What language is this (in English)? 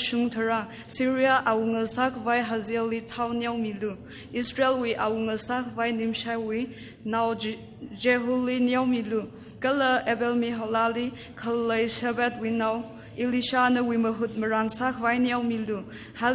Tangkhul Naga (India)